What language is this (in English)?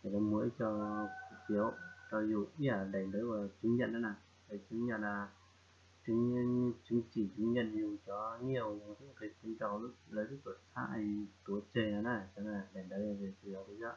Hmong